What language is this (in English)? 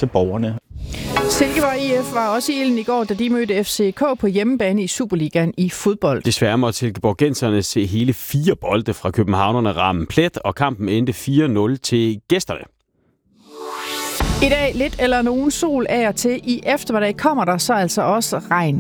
Danish